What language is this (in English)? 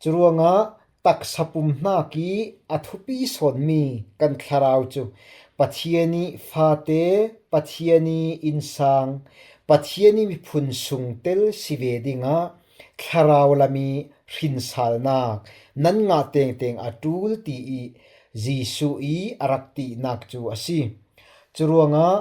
Falam Chin